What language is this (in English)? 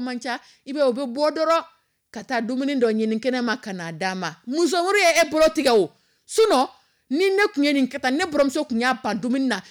Dyula